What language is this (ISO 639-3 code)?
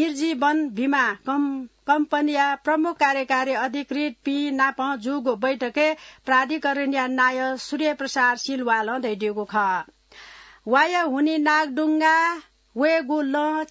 new